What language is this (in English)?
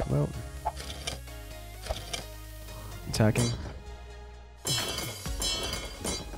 English